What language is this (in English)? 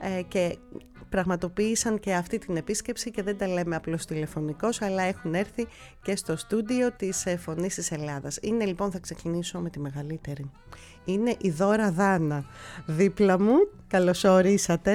Greek